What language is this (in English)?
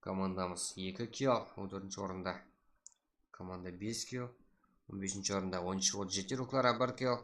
Kara-Kalpak